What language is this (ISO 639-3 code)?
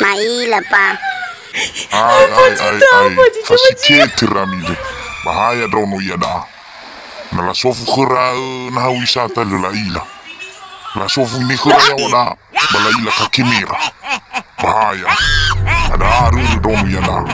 nia